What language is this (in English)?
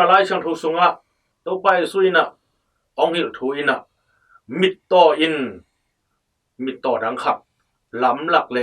Tedim Chin